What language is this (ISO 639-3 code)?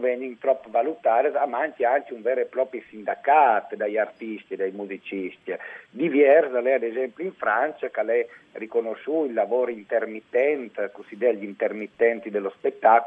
fur